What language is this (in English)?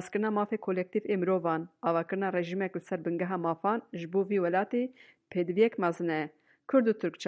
Kurdish